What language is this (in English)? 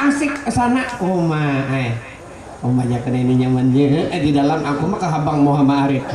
Banjar